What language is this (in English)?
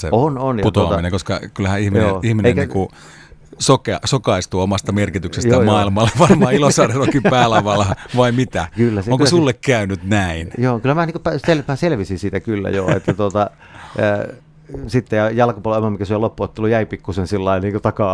Finnish